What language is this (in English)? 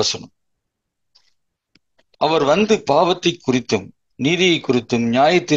Tamil